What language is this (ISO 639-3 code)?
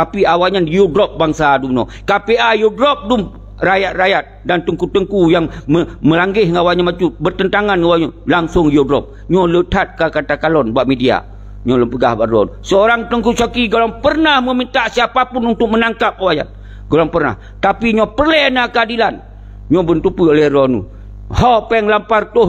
ace